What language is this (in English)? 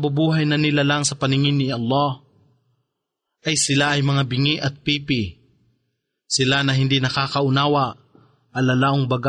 Filipino